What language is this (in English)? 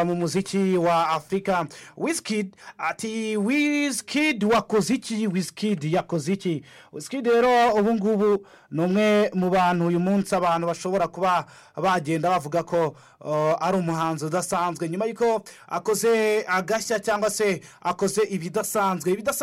Kinyarwanda